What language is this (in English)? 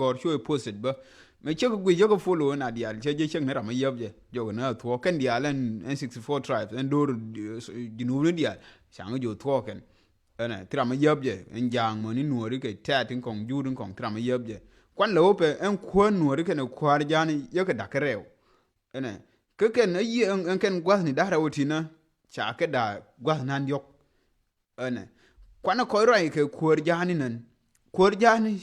Nuer